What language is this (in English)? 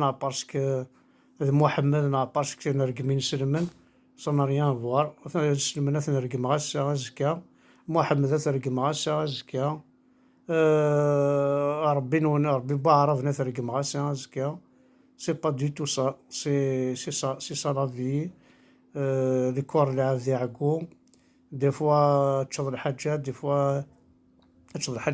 Kabyle